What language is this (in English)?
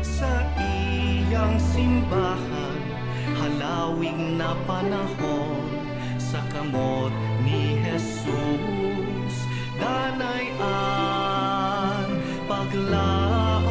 Bikol